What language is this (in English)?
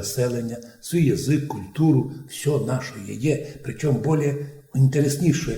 Rusyn